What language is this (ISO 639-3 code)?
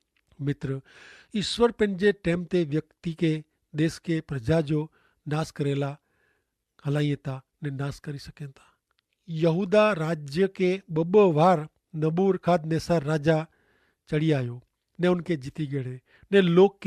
kfr